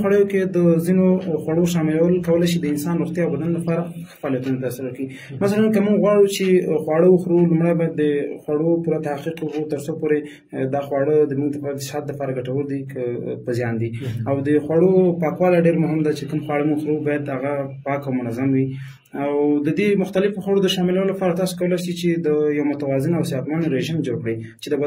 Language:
Pashto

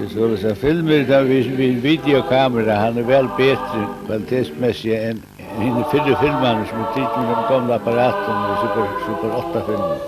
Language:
Faroese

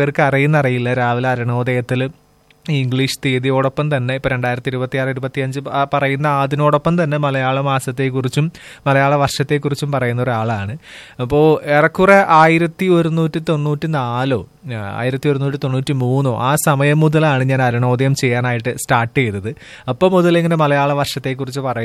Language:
Malayalam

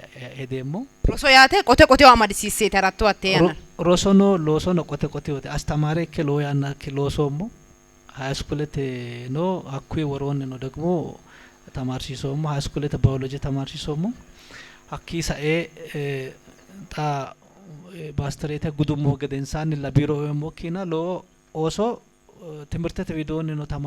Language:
Sidamo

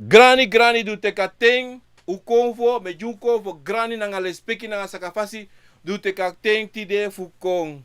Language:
Sranan Tongo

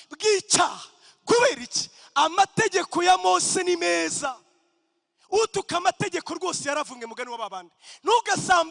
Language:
Kinyarwanda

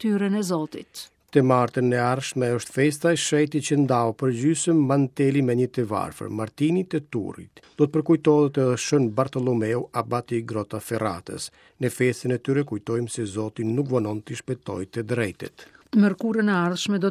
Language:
Albanian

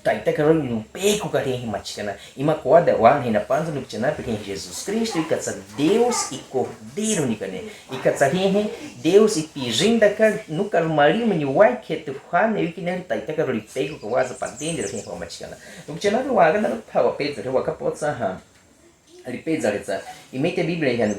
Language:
Baniwa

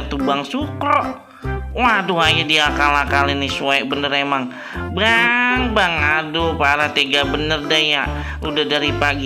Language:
Betawi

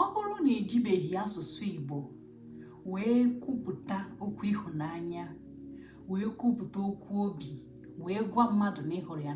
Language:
Igbo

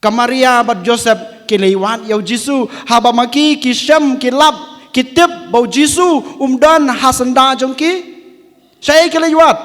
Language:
Khasi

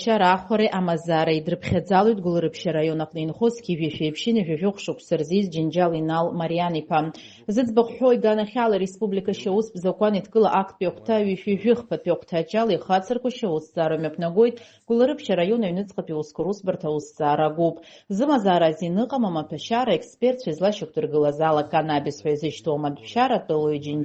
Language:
Abkhazian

